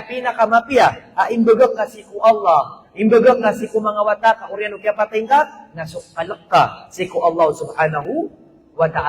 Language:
Maranao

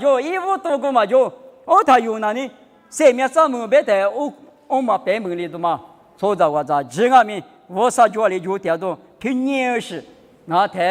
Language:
Lisu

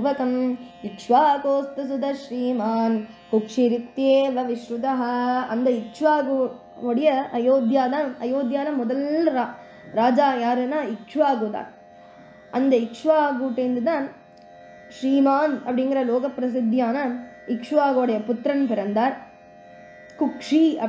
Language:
Tamil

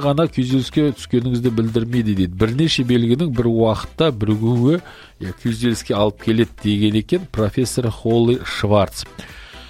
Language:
Kazakh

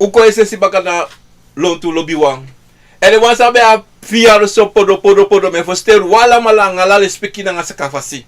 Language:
Sranan Tongo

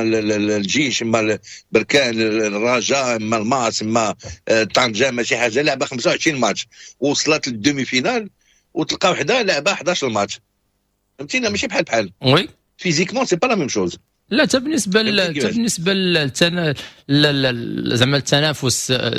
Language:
Moroccan Arabic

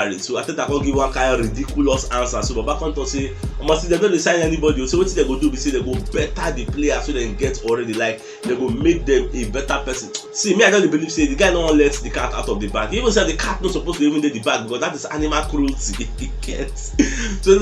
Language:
Nigerian Pidgin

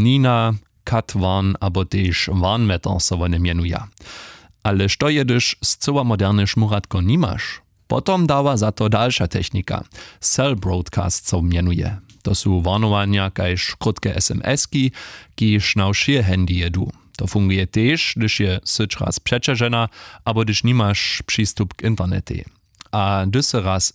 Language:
Upper Sorbian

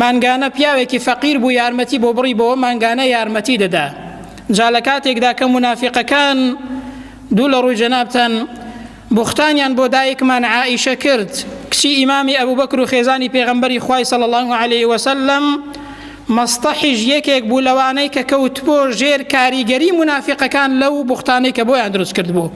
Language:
Central Kurdish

